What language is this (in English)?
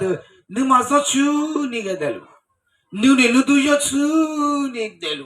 Akha